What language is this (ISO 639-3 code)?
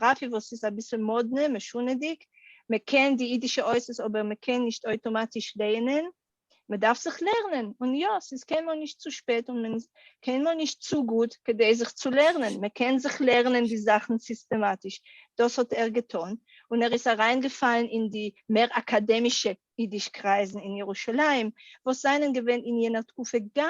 yid